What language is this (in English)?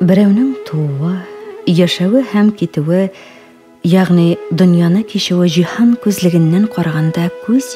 Tatar